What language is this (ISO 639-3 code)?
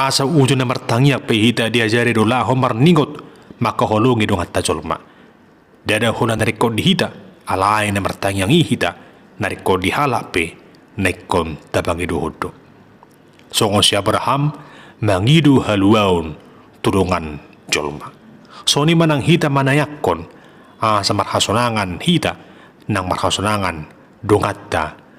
bbc